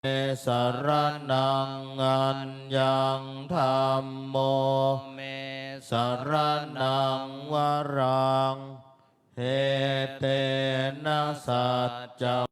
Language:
Pali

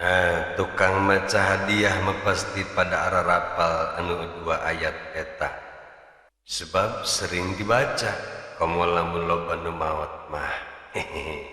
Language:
Sundanese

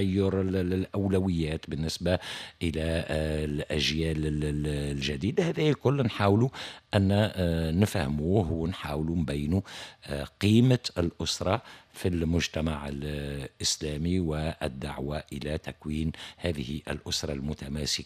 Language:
Tunisian Arabic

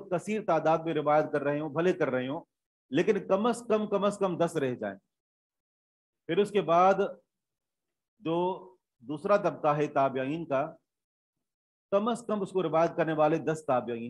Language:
Urdu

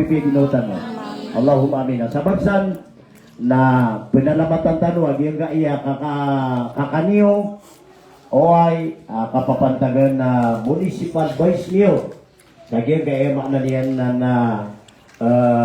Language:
Maranao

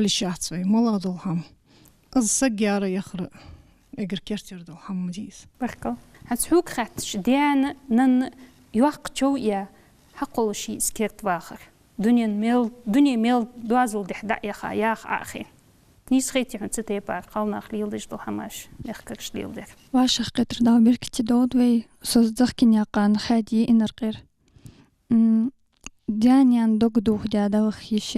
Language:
Ingush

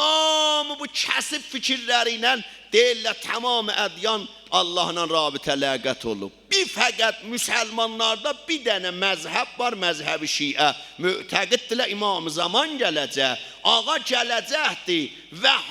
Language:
South Azerbaijani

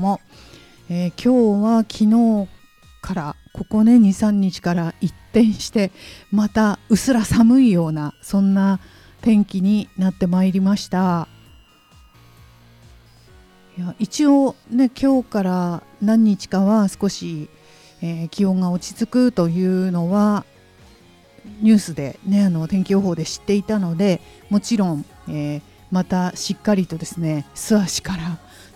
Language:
Japanese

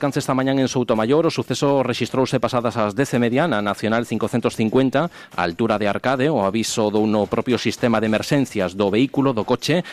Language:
Galician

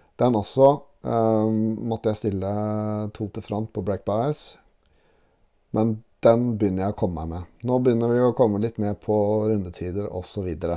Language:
Norwegian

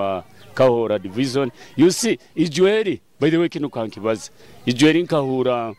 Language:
Nyoro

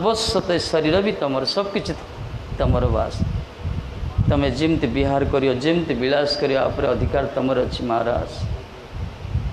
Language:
Odia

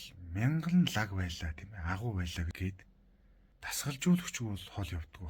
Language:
Mongolian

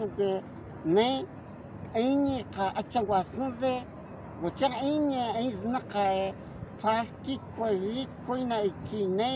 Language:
Cogui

